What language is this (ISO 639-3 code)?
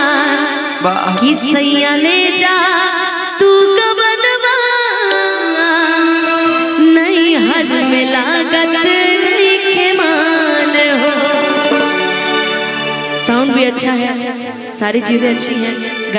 bho